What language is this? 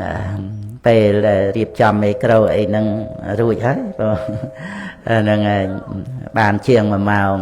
Khmer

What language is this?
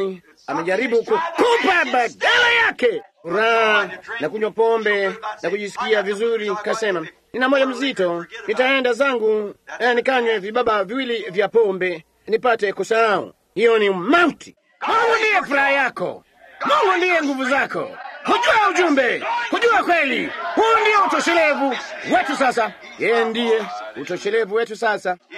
Swahili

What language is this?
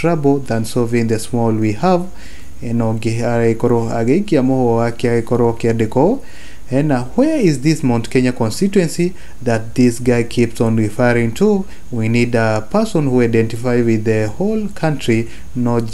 Kikuyu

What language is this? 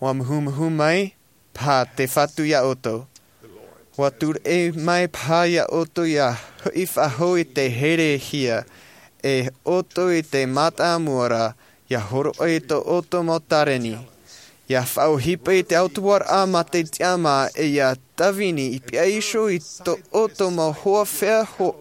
Tahitian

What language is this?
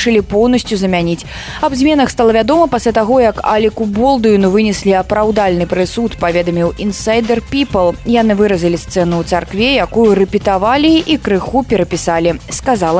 Belarusian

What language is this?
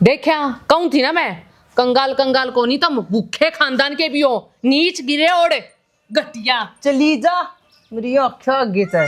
Haryanvi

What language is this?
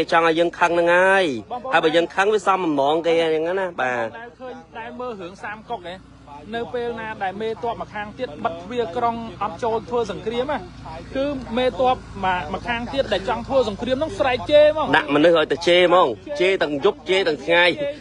Khmer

